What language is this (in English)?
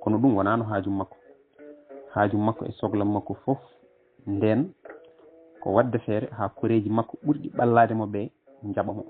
Fula